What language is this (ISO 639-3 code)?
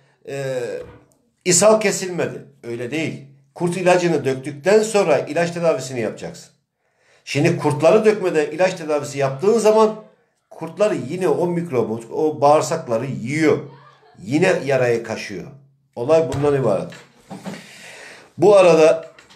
tur